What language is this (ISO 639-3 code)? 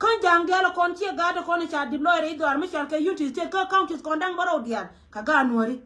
nus